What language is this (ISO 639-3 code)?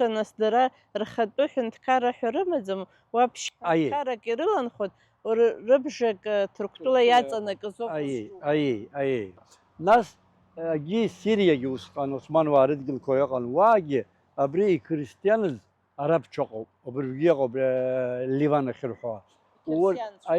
abk